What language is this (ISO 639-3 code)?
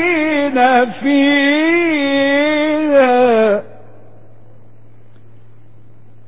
ara